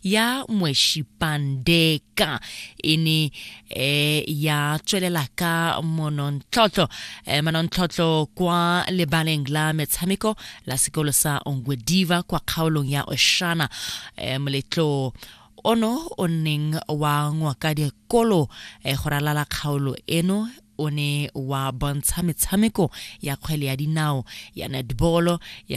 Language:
Tswana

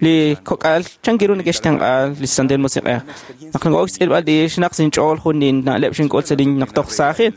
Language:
Kekchí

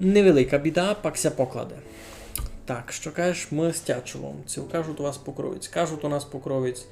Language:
Rusyn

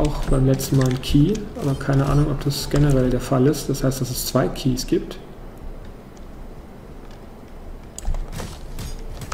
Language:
German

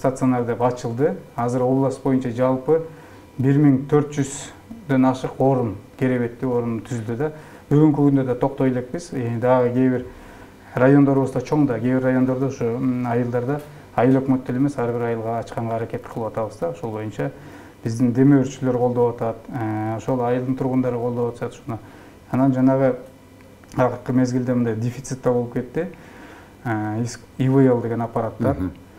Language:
Kyrgyz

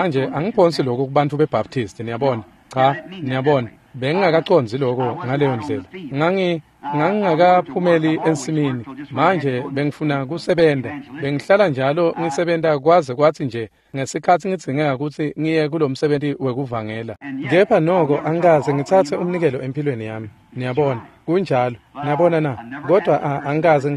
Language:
Swati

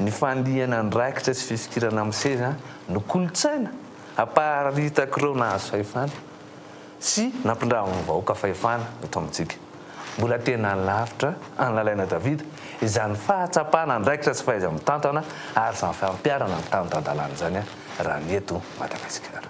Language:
Malagasy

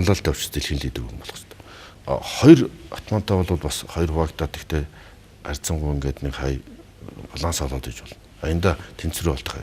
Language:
Mongolian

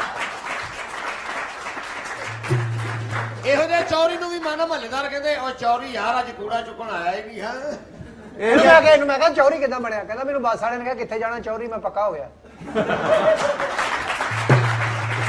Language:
Punjabi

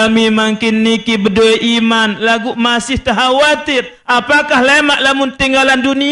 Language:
Sasak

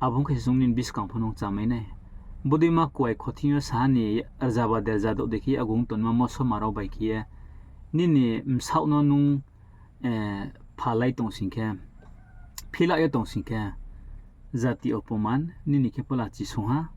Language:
Riang (India)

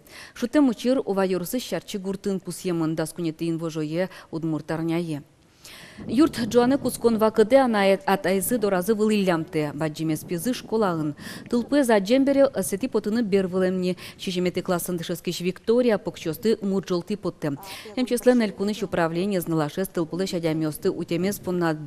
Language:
Udmurt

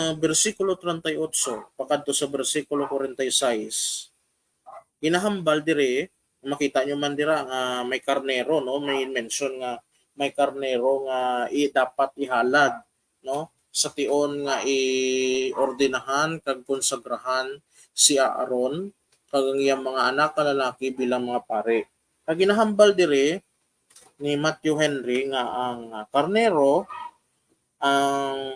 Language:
Hiligaynon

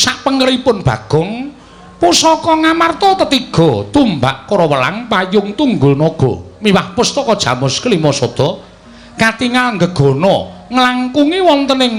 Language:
Javanese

